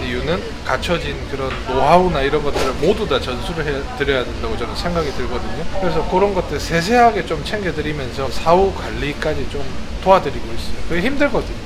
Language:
Korean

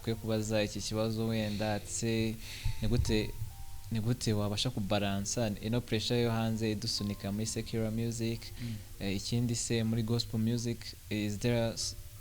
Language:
Kinyarwanda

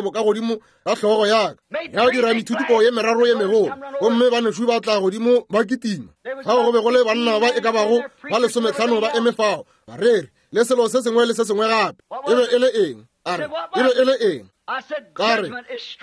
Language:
Northern Sotho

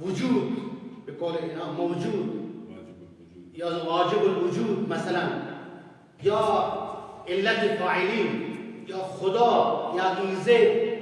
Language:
Persian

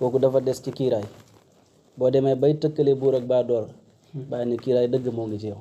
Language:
Wolof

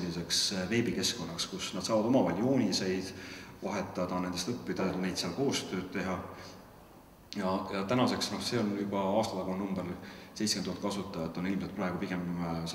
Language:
Estonian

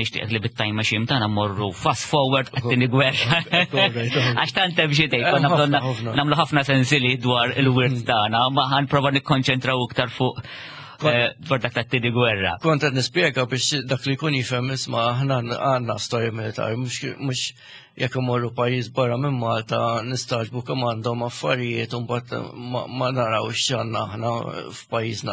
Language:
Maltese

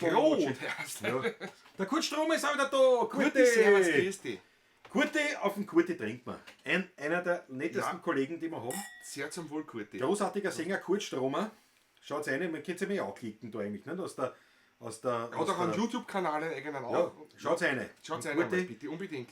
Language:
Bavarian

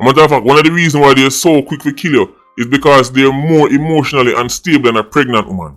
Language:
Jamaican Creole English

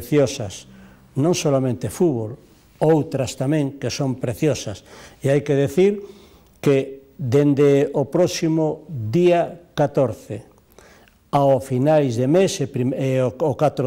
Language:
Galician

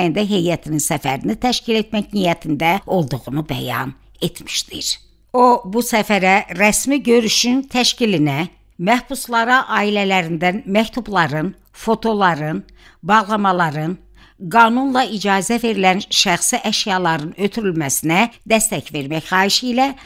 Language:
Azerbaijani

